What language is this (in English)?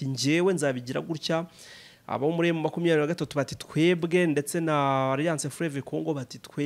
Kinyarwanda